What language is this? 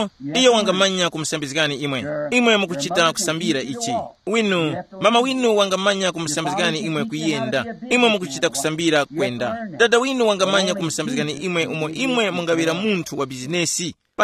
Tumbuka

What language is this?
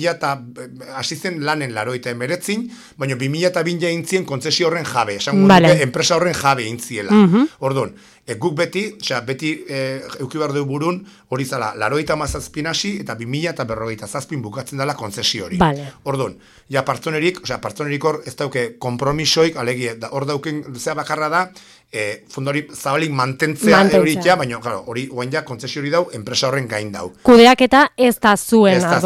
Basque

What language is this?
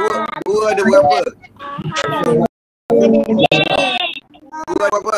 Malay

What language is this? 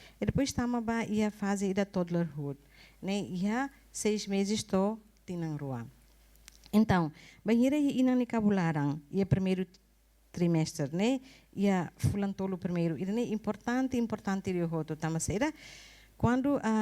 Tetum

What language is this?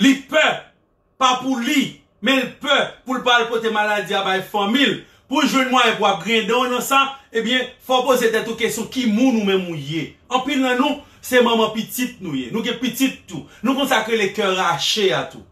Haitian Creole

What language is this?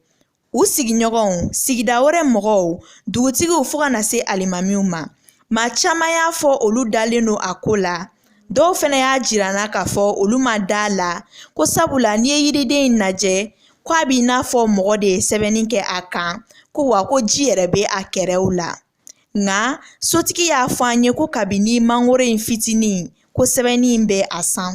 Bambara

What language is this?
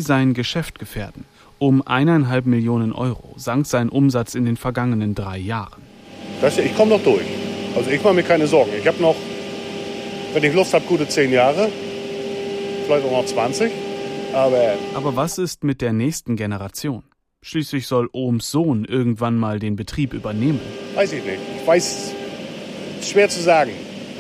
German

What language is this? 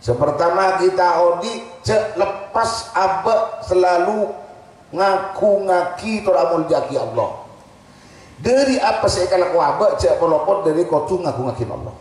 Madurese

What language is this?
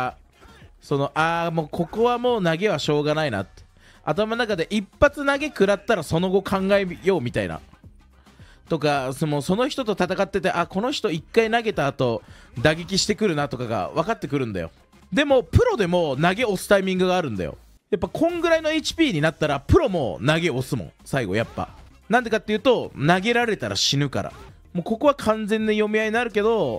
Japanese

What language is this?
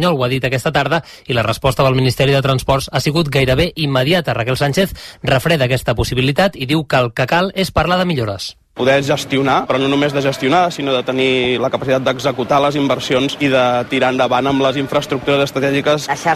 Catalan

